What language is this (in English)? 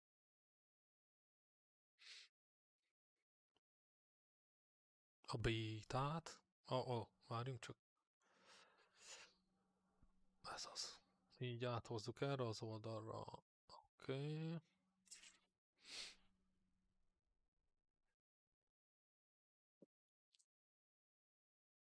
Hungarian